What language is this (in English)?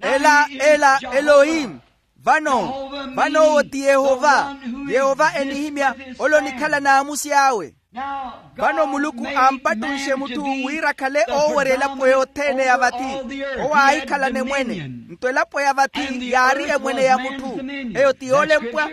Makhuwa